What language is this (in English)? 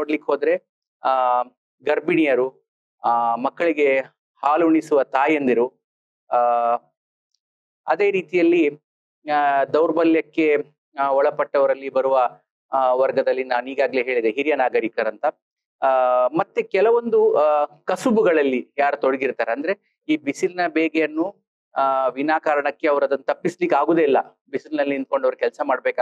Kannada